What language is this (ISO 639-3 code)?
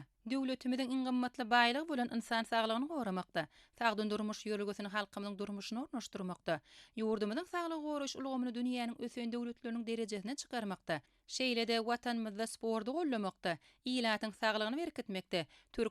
tuk